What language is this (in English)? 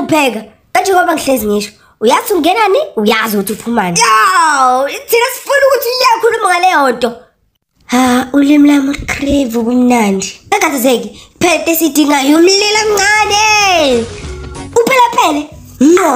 Zulu